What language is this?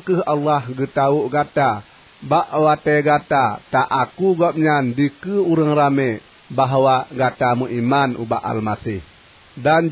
Achinese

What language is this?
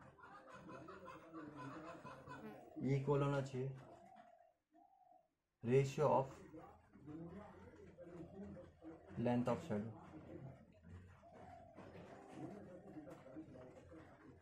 Hindi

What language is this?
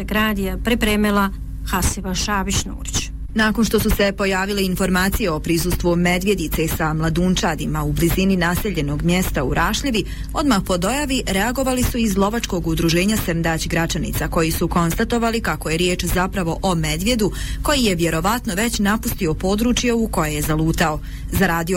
Bosnian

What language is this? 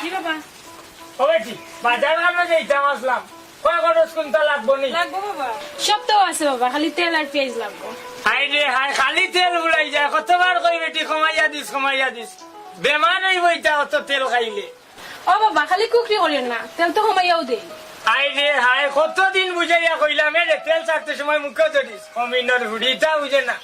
Sylheti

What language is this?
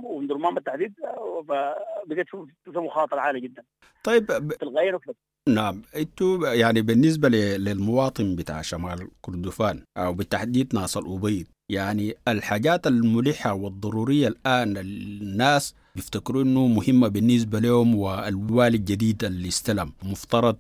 Sudanese Arabic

